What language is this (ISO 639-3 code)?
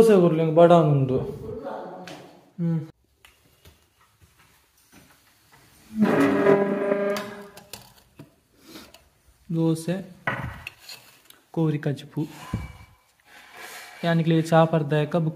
tcy